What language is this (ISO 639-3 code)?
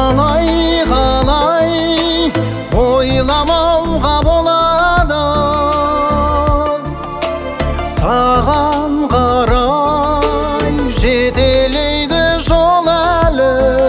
kaz